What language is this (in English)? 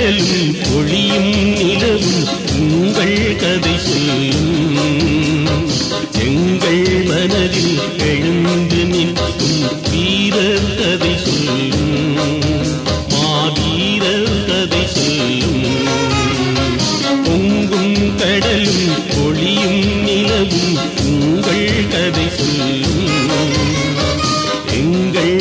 Tamil